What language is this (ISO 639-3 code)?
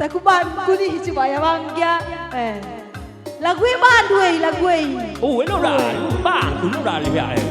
btx